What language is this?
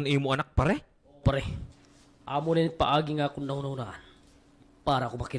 Waray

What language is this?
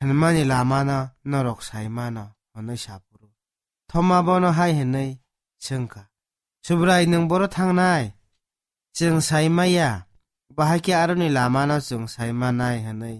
Kok Borok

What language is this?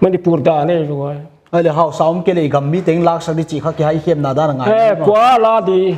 Paite Chin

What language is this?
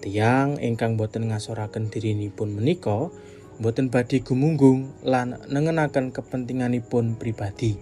Javanese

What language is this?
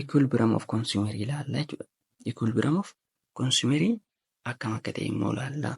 Oromo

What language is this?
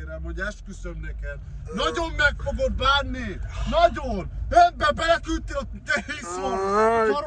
Hungarian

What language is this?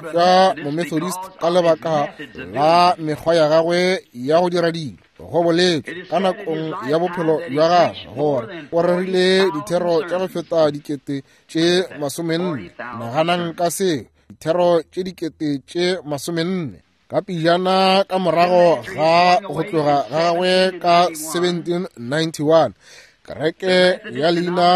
Northern Sotho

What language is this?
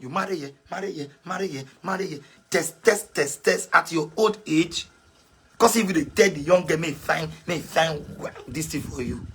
Nigerian Pidgin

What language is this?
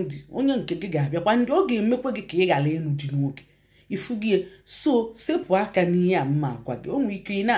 Igbo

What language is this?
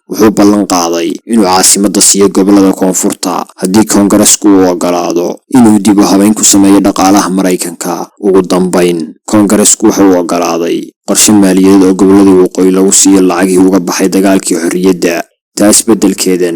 Somali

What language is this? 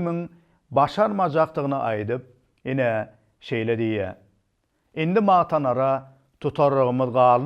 Turkmen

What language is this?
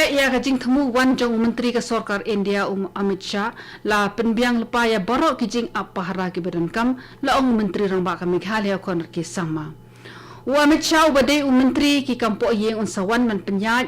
Khasi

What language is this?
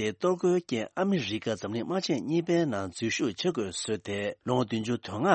Tibetan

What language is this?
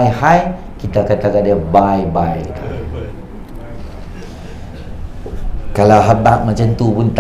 Malay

